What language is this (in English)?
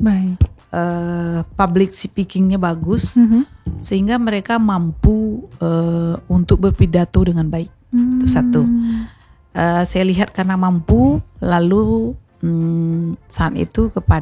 Indonesian